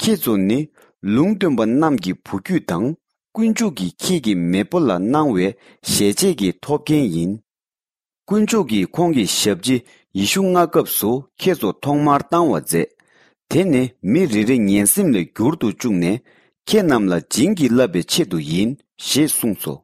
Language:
Tibetan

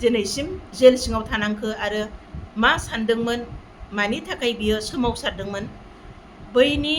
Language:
Bodo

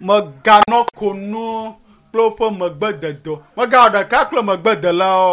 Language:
Ewe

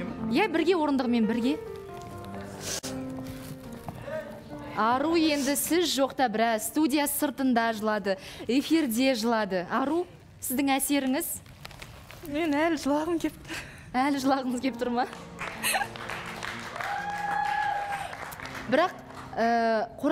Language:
Kazakh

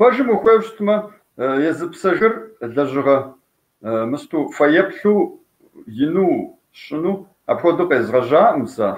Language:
Kabardian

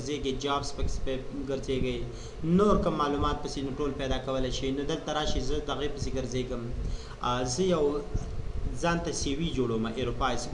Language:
Pashto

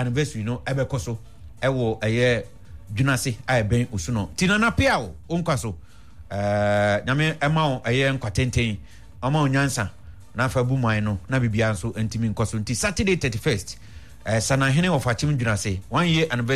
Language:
Akan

